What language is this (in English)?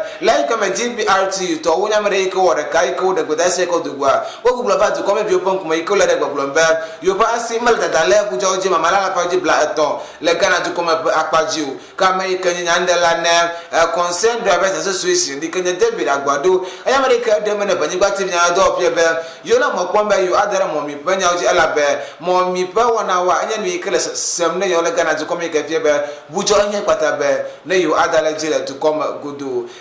Ewe